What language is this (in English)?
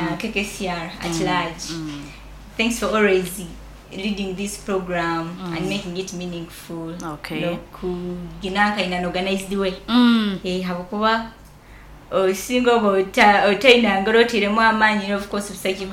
Nyoro